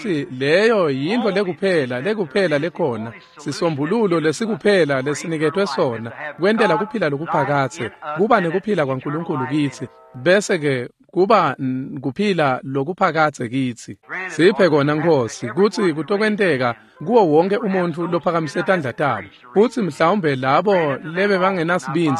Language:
Swati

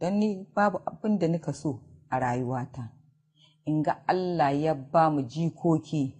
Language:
Hausa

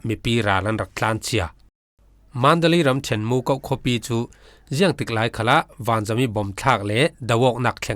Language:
Falam Chin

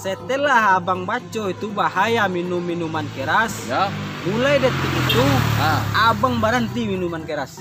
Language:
Minangkabau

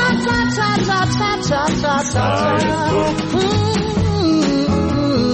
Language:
Georgian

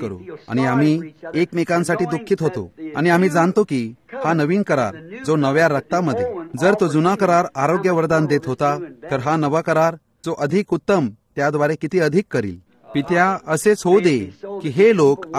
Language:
Marathi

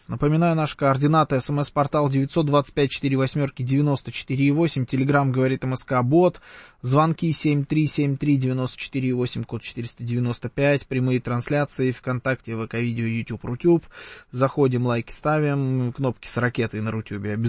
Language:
Russian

